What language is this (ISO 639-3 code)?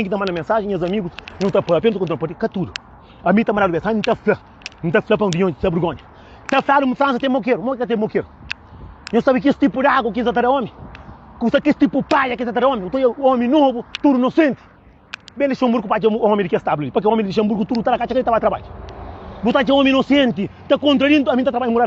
kea